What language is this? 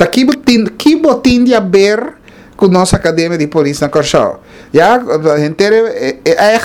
Papiamento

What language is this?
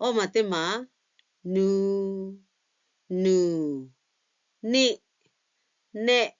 Lahu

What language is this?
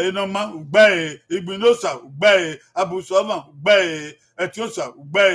Bini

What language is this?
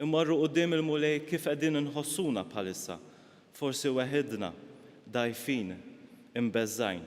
Maltese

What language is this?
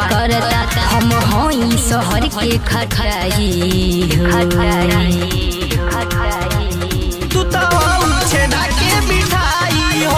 Bhojpuri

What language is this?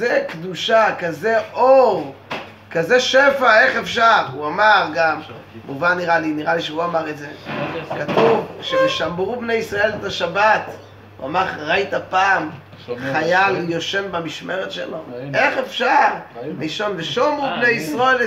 Hebrew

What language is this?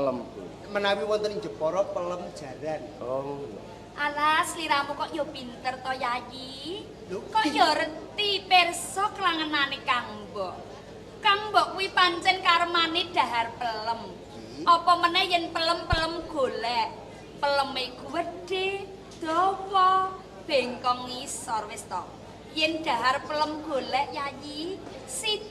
Javanese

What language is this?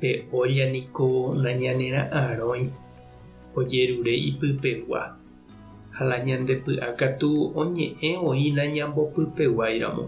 Guarani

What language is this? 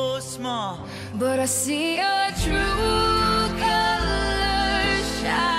English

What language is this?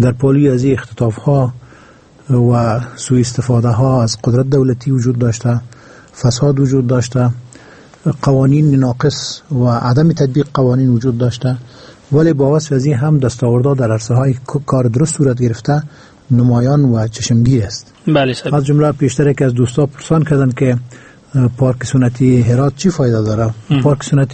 Persian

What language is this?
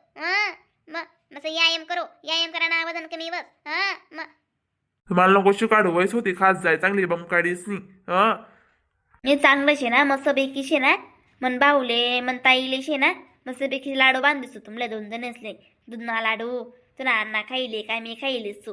Khandesi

